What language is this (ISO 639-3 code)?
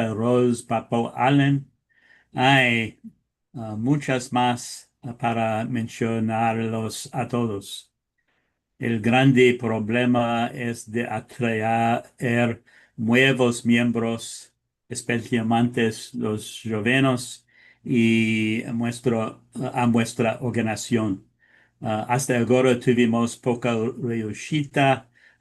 lad